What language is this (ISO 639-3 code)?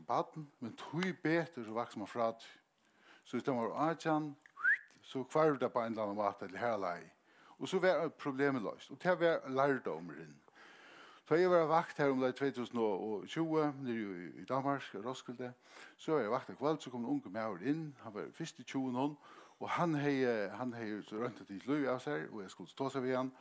fao